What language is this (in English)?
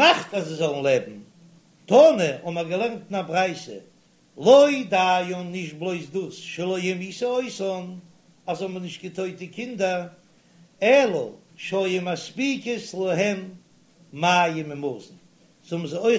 Yiddish